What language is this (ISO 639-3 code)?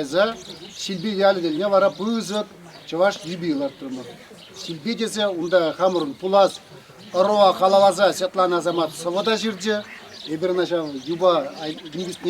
chv